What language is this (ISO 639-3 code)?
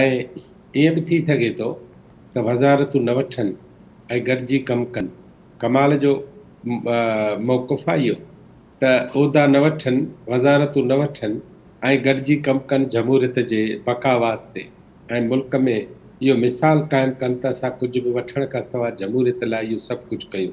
snd